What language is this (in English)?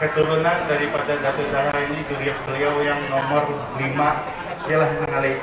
Banjar